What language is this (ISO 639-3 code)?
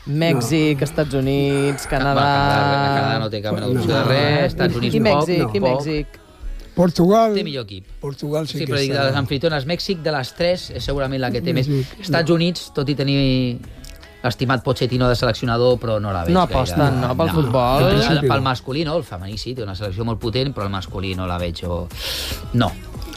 cat